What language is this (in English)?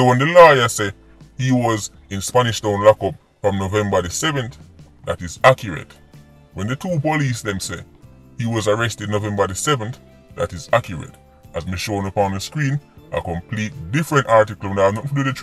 Jamaican Creole English